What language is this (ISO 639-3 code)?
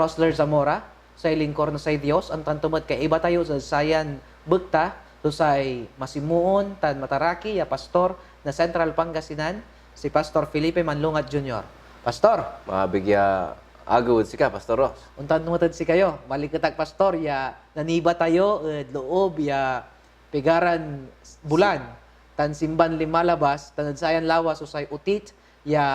pag